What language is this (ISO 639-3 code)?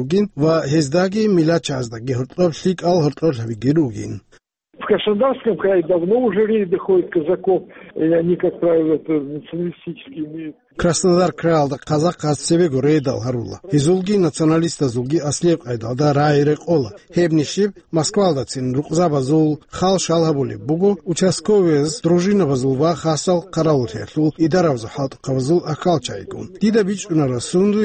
ava